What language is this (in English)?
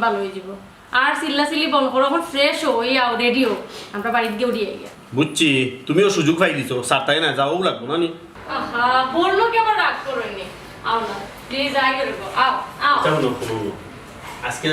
Sylheti